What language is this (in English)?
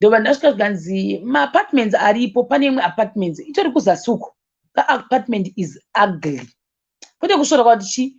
Shona